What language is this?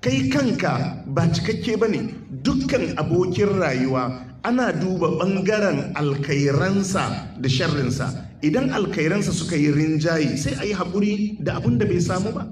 Hausa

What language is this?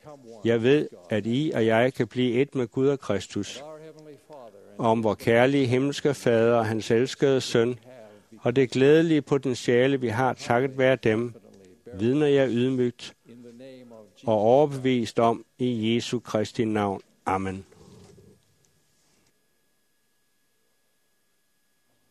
Danish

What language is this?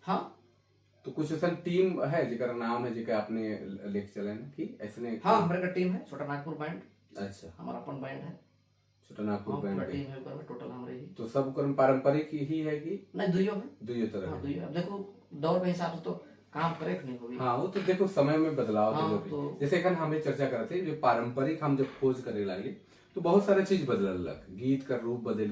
Sadri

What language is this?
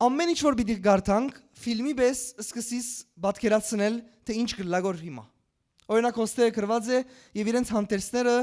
Western Armenian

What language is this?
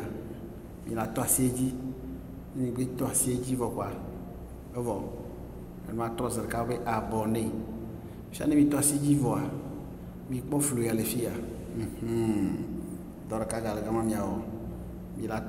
Ewe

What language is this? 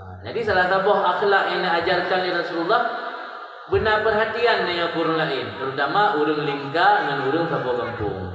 Achinese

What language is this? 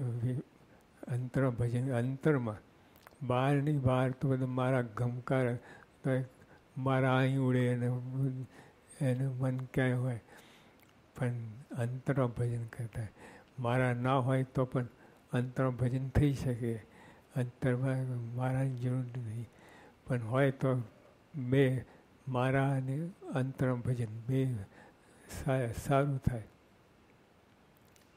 Gujarati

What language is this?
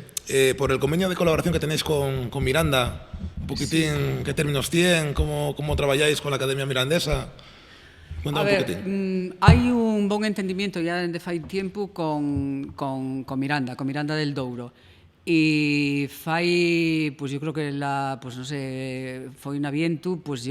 Asturian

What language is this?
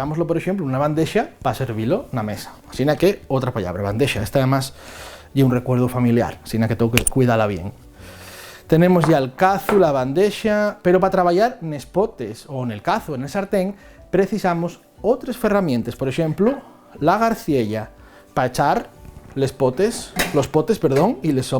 Asturian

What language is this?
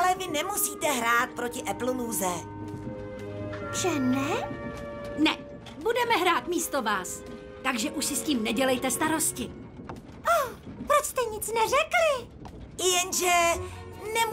Czech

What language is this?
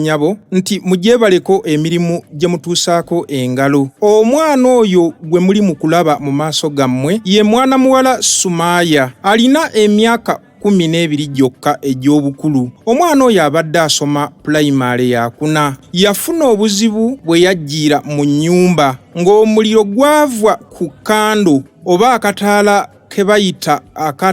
Ganda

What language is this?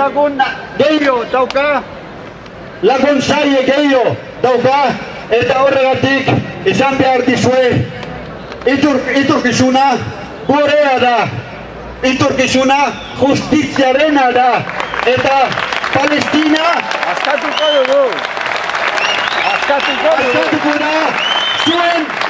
Basque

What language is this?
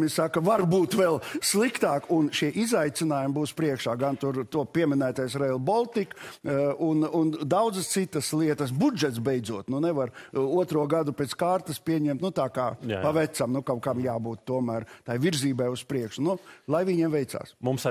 Latvian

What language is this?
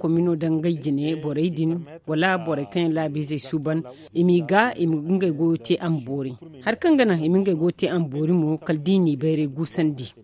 Zarma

